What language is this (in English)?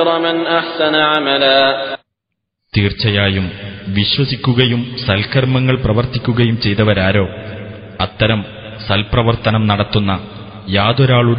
Malayalam